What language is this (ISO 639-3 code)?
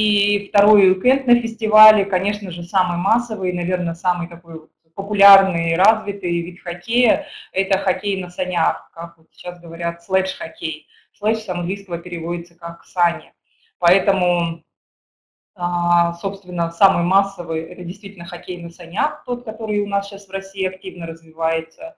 rus